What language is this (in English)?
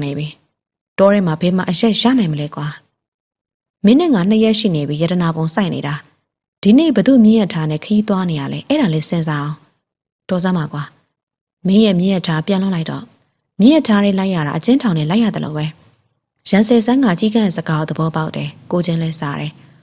Burmese